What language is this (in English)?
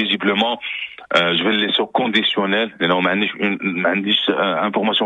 Moroccan Arabic